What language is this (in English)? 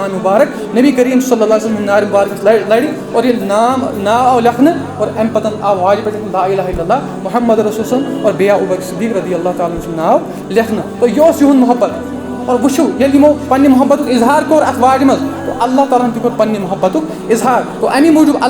Kashmiri